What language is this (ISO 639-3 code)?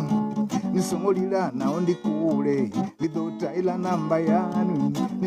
ven